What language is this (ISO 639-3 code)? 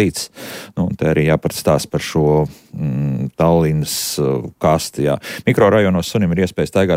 lav